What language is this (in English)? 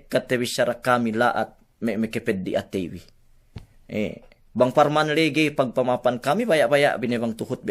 Yakan